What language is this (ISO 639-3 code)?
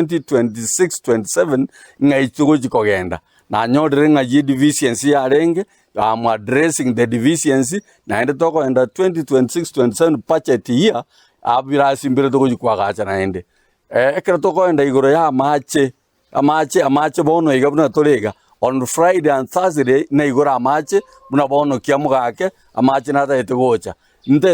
guz